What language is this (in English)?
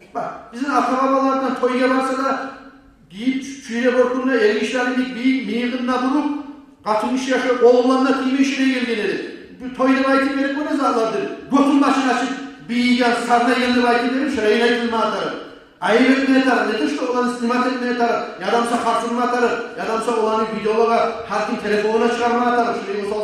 Kumyk